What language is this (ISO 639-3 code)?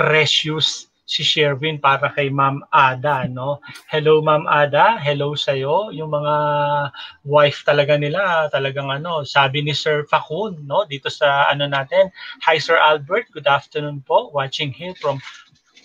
fil